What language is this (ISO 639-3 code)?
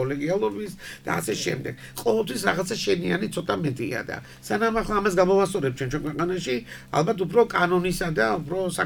kat